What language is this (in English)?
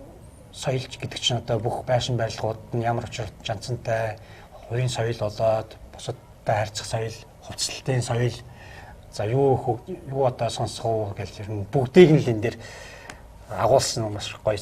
Mongolian